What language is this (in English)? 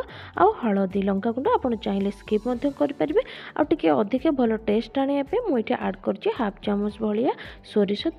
Odia